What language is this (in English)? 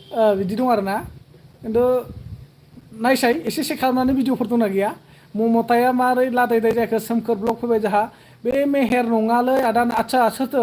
Bodo